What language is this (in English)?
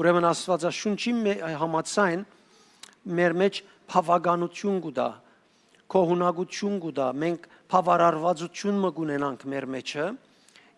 Western Armenian